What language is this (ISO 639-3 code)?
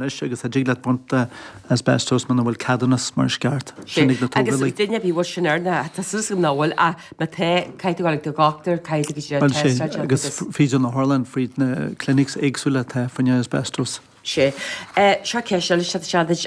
gle